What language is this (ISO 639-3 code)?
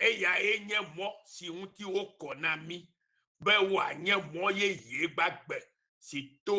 ewe